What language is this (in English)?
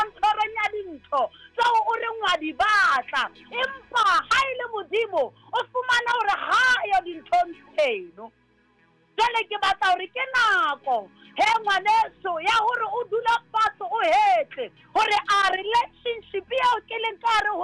Southern Sotho